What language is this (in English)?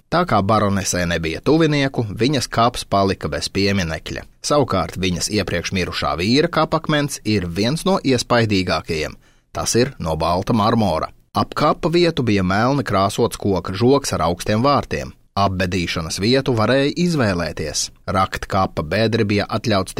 Latvian